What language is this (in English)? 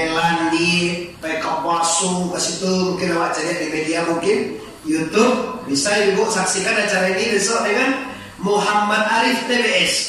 Minangkabau